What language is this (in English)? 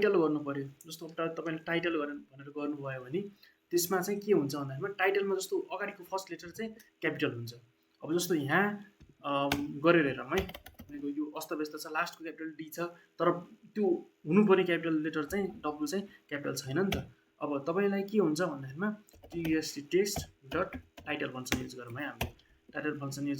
Nepali